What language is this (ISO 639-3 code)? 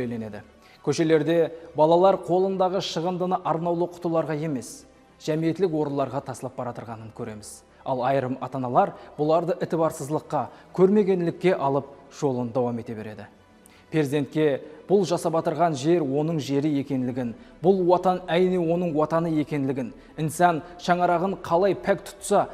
kaa